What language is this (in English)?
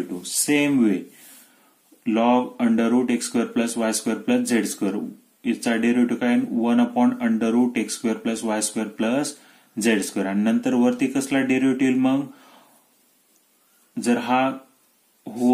Marathi